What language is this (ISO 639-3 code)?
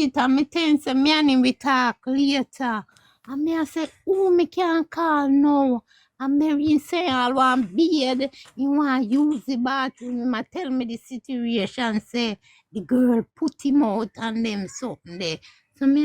jam